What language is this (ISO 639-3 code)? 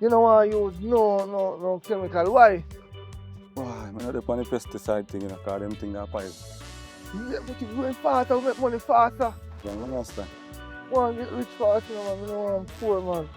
jam